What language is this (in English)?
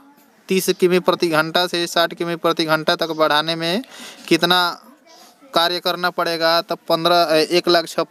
Hindi